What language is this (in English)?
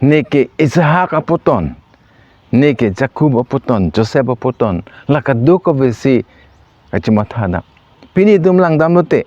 Karbi